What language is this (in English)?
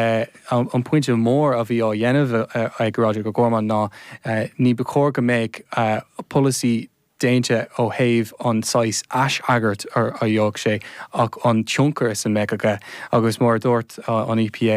Irish